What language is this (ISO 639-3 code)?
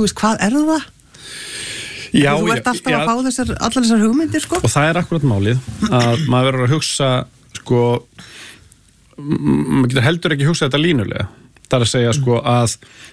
isl